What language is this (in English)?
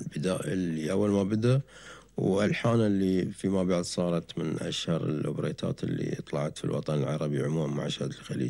Gulf Arabic